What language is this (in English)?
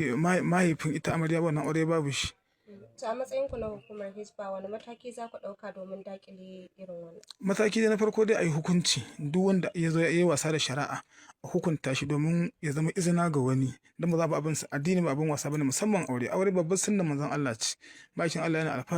Hausa